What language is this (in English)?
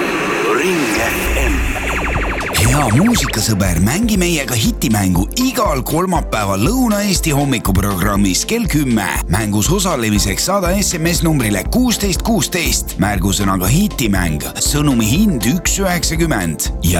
Estonian